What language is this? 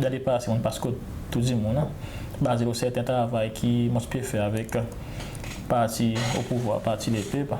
Seselwa Creole French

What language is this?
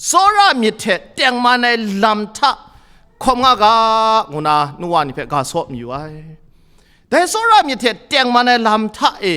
Kachin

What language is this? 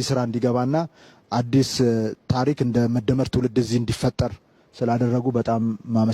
Amharic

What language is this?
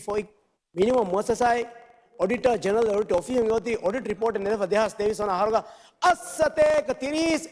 Divehi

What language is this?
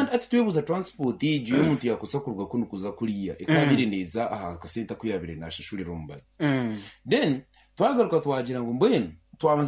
Nyankole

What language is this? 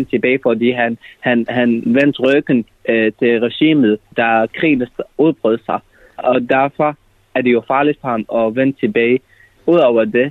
Danish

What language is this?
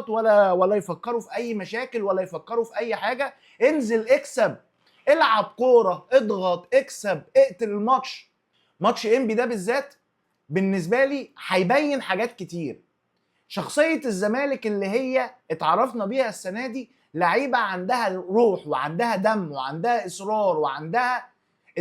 Egyptian Arabic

